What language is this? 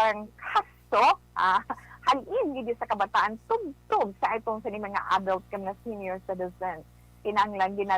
Hiligaynon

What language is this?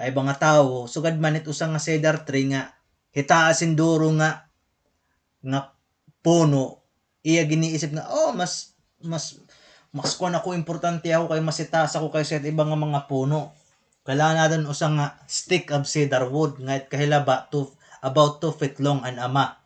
Waray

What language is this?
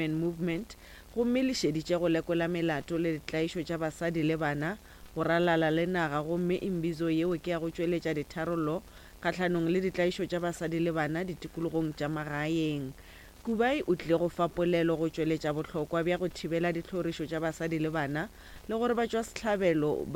Northern Sotho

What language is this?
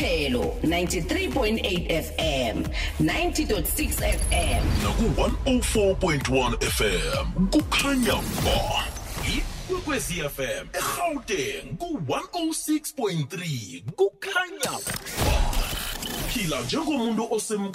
South Ndebele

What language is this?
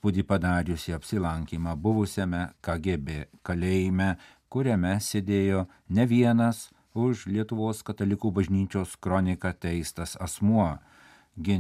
Lithuanian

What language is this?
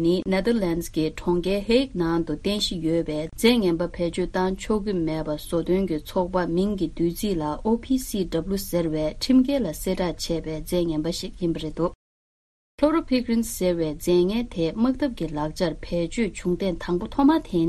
Tibetan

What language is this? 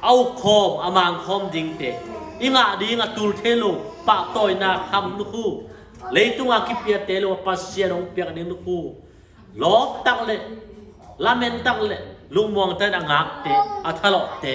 Tedim Chin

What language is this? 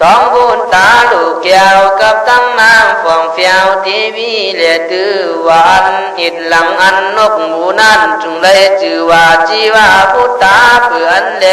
Khün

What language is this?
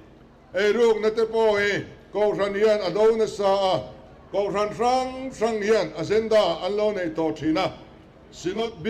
Mizo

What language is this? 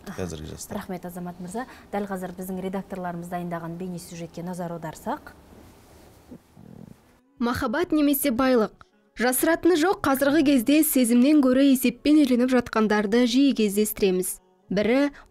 Kazakh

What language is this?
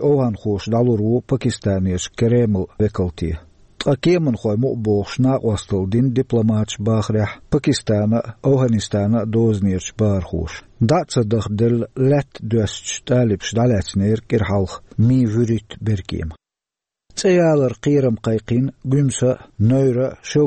Chechen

